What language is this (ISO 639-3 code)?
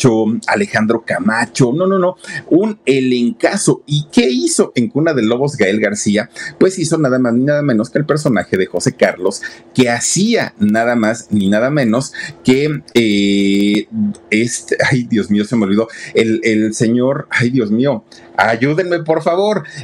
spa